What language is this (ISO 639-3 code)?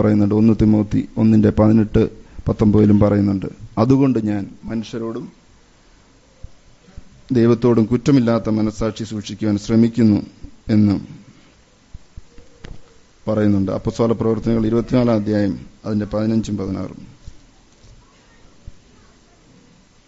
mal